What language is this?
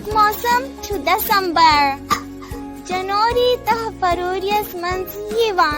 Kashmiri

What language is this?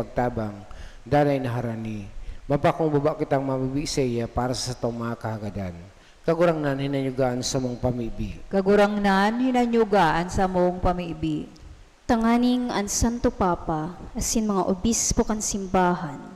Bikol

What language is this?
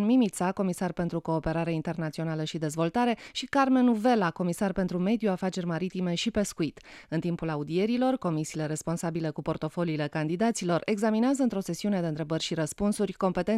Romanian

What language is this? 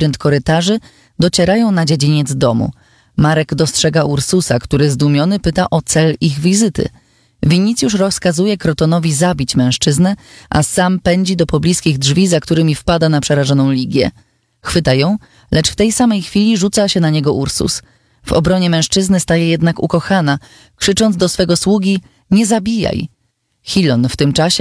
Polish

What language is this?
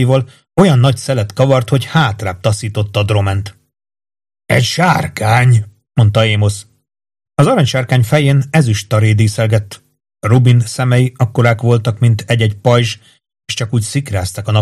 Hungarian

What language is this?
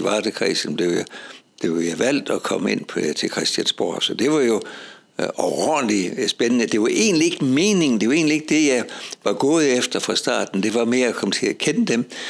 Danish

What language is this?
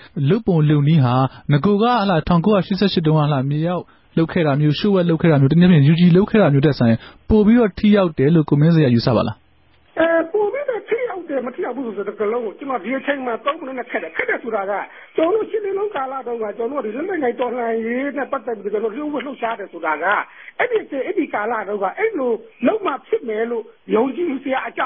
Burmese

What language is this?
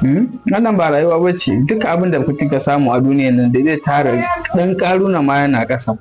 Hausa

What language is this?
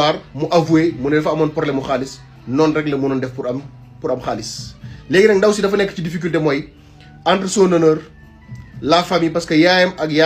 Wolof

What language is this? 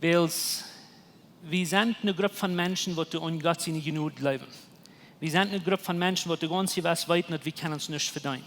Plautdietsch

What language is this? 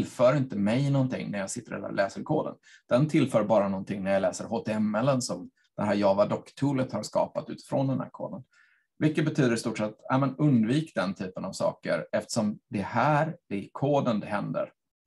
Swedish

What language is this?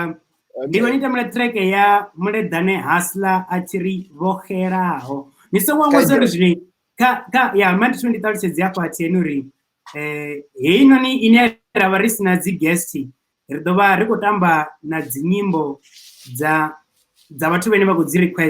Venda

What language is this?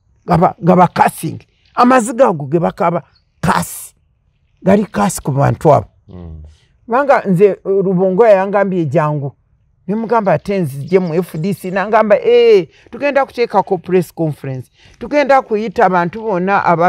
Ganda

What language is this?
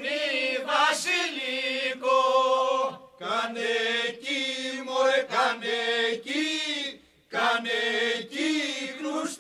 Greek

